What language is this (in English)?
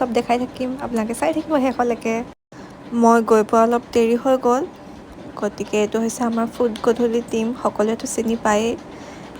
Assamese